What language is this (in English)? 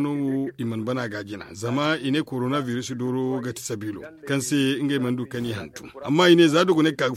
Zarma